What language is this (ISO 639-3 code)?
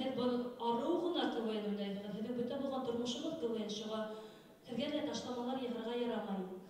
bak